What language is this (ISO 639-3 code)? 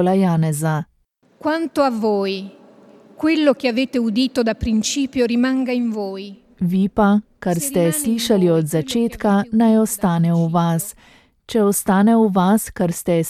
slv